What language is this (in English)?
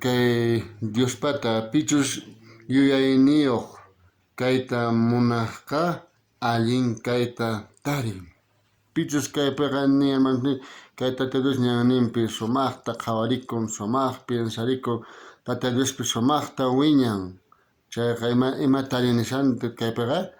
South Bolivian Quechua